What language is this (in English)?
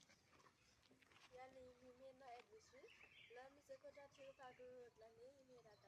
S'gaw Karen